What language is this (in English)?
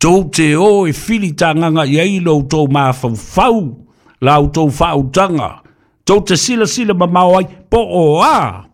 Samoan